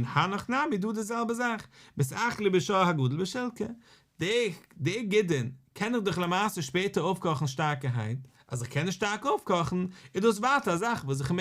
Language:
Yiddish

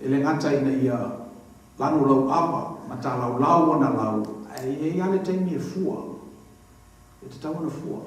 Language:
Samoan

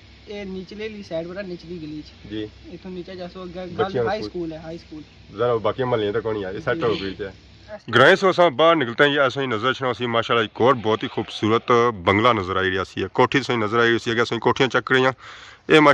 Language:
Pahari-Potwari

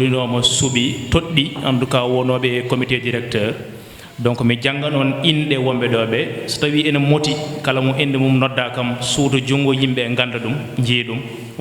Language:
Fula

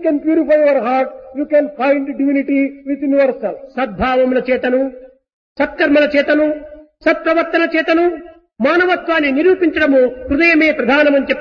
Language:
Telugu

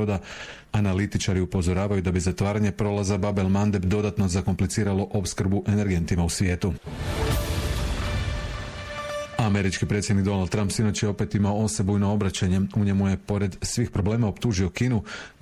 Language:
Croatian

